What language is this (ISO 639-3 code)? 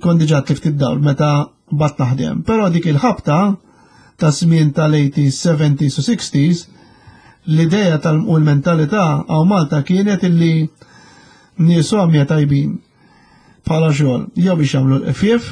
mlt